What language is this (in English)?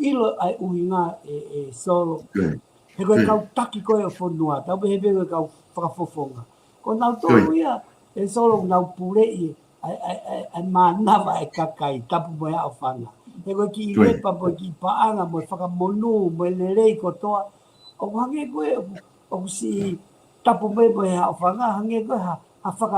Tongan